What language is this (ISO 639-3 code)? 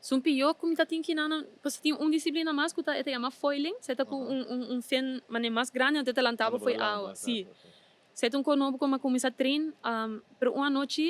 pap